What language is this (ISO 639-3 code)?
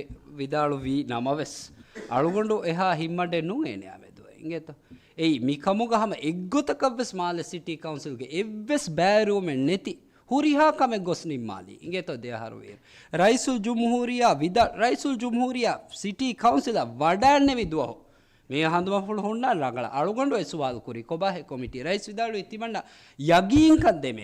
div